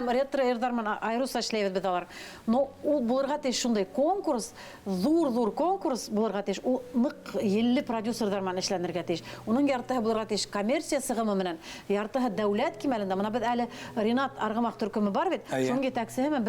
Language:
Bashkir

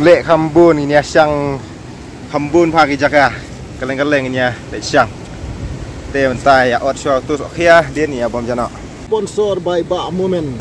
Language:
Khasi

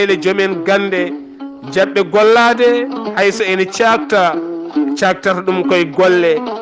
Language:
Fula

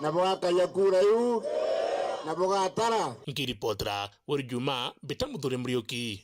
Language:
Meru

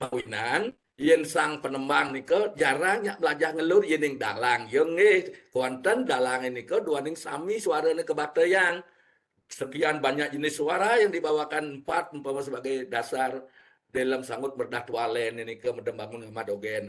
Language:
Balinese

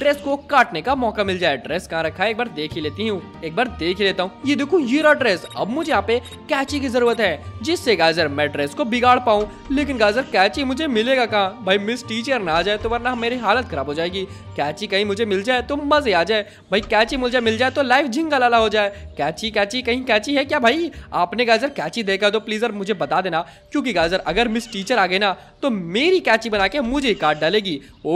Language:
Hindi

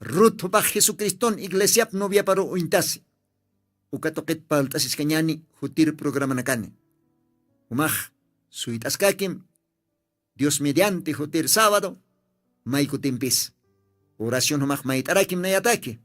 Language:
Aymara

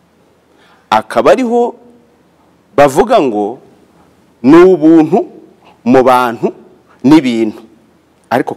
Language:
Kinyarwanda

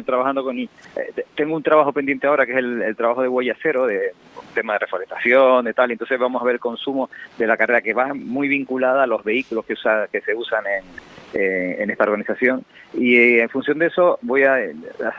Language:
Spanish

